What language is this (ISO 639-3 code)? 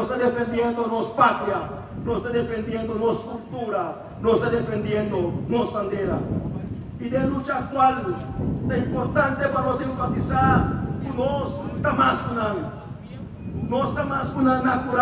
pap